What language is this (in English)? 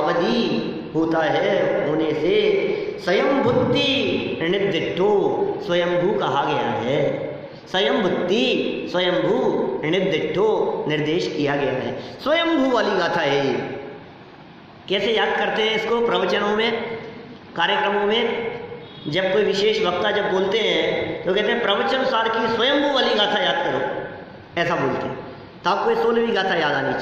Hindi